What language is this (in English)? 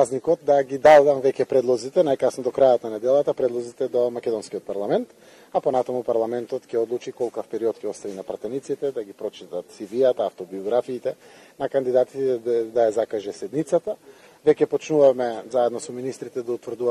Macedonian